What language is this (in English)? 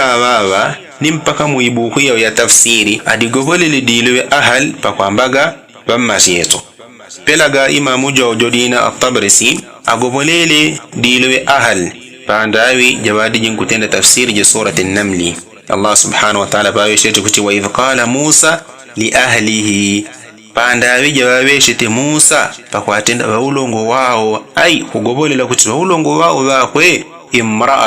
Yao